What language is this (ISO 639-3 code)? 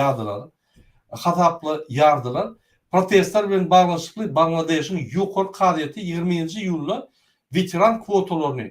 tuk